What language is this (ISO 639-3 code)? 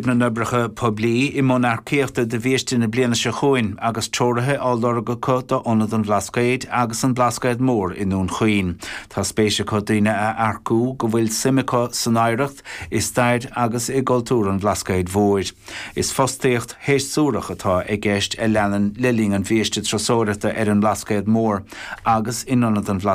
gle